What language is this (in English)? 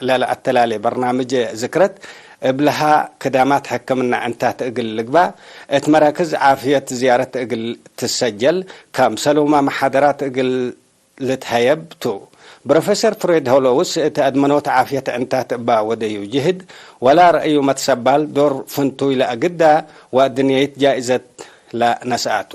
Tigre